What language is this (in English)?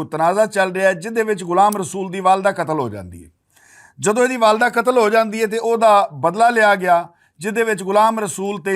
Western Panjabi